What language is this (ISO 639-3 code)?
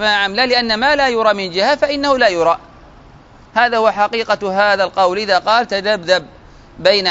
ara